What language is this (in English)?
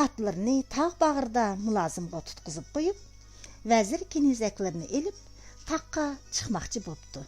Uyghur